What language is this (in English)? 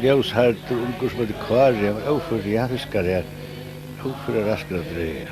Faroese